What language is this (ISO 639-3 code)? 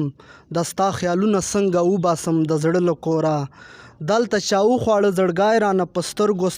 pus